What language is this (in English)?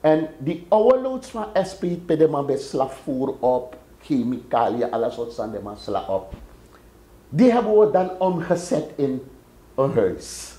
Sranan Tongo